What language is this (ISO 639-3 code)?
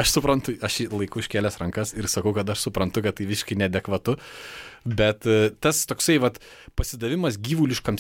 lit